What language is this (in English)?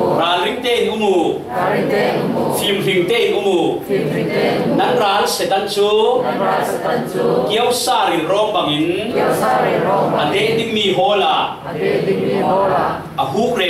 Falam Chin